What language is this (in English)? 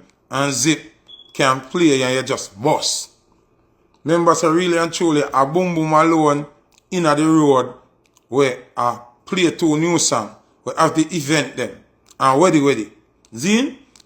Jamaican Creole English